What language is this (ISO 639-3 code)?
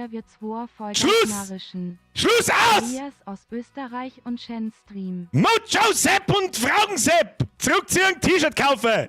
bar